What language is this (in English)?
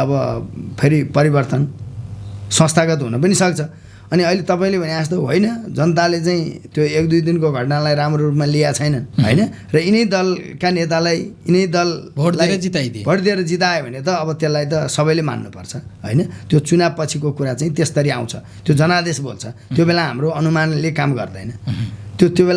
Nepali